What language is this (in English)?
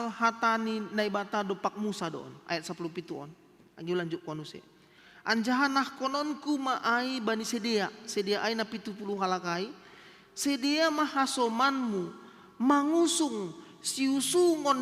Batak Simalungun